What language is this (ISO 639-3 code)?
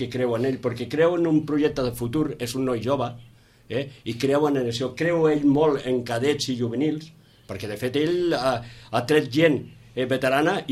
cat